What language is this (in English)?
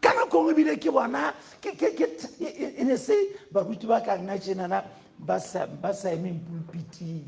Southern Sotho